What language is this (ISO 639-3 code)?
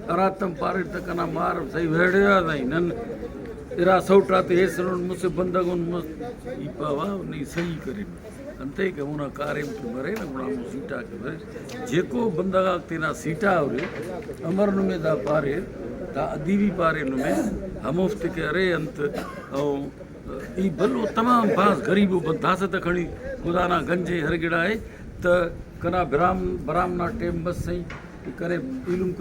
brh